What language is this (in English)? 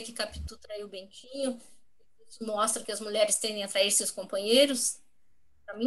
Portuguese